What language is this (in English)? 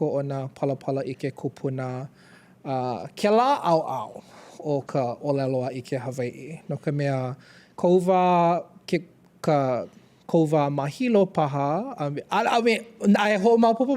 Hawaiian